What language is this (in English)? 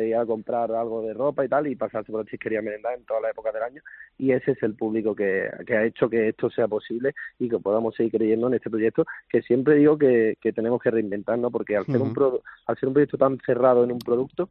Spanish